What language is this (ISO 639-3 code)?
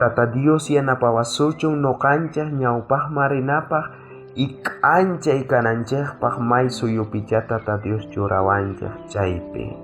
quh